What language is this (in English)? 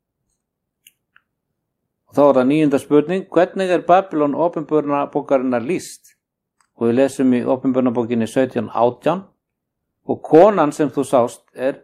Icelandic